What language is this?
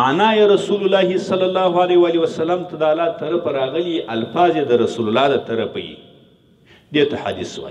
Pashto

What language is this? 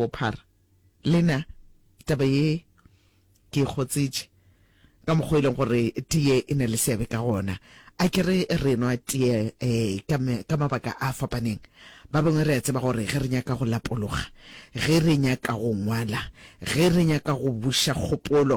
Northern Sotho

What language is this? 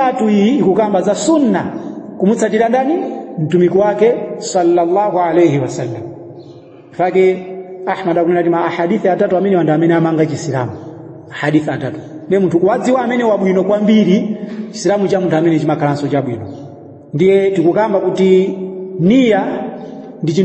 Nyanja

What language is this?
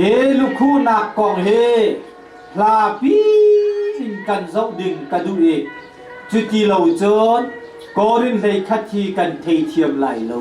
Hakha Chin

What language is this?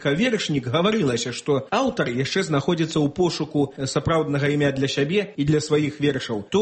Belarusian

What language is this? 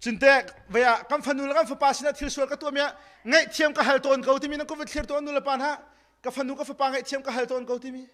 Hakha Chin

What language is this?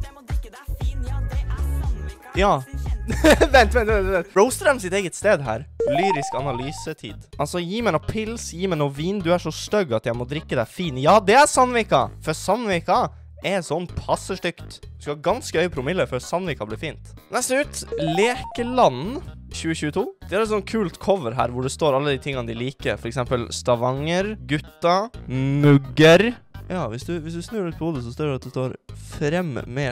Norwegian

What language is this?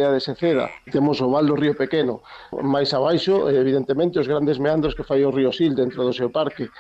Galician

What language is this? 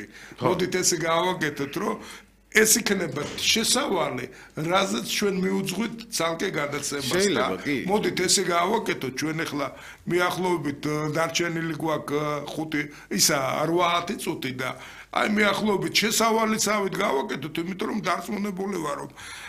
Georgian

